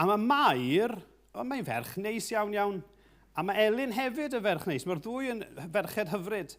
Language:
Welsh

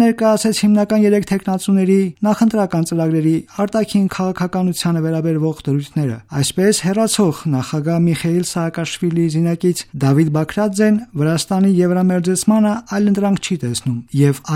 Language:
Armenian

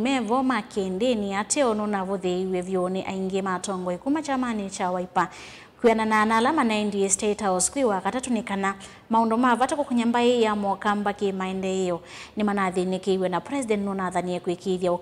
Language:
Kamba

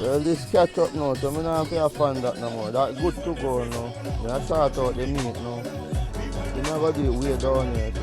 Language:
Jamaican Creole English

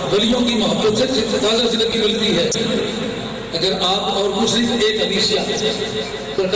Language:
Urdu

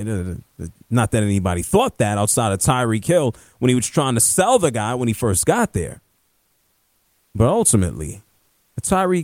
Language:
English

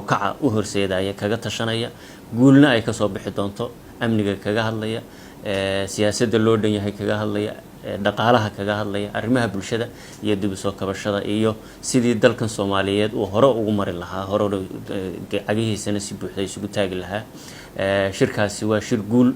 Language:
Somali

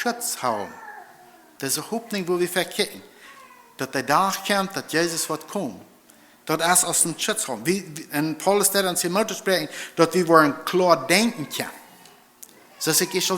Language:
Plautdietsch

